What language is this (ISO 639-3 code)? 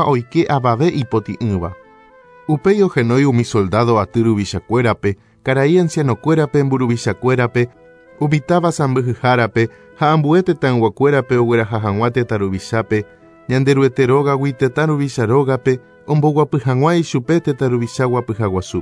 grn